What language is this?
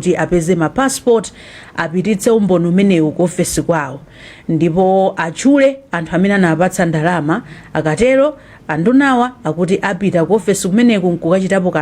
Nyanja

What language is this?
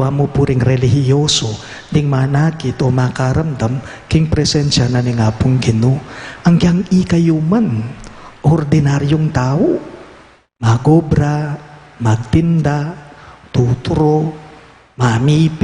Pampanga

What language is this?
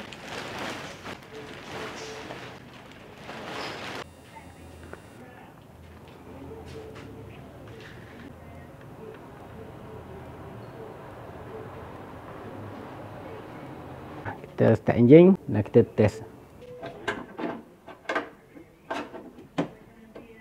Malay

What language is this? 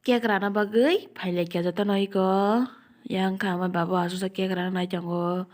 Kok Borok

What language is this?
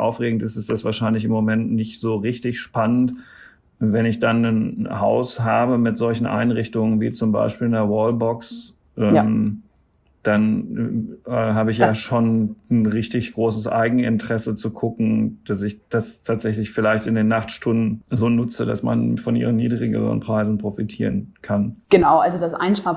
German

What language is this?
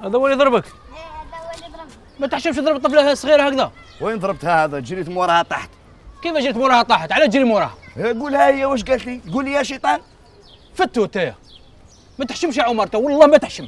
Algerian Arabic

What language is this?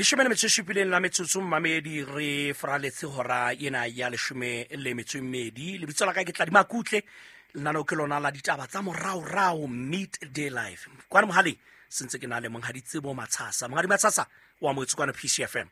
Southern Sotho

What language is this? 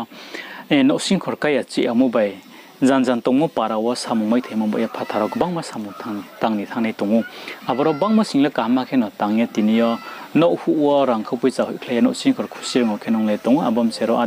Riang (India)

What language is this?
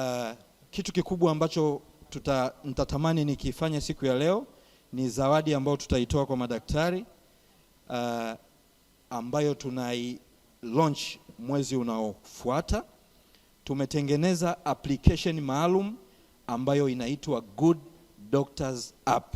Swahili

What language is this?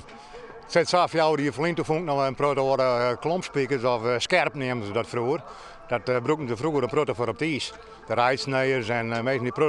Western Frisian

